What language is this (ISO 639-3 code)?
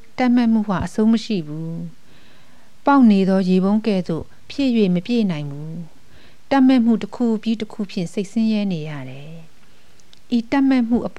mya